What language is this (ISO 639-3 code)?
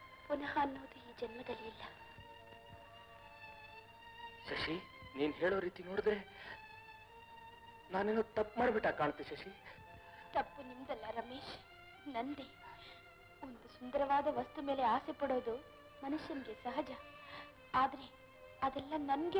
kan